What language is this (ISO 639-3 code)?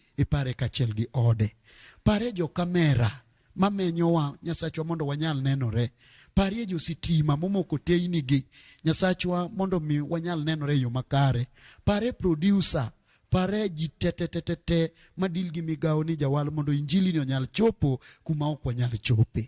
luo